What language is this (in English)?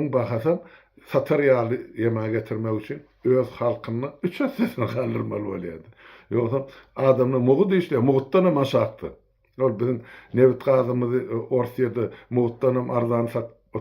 Turkmen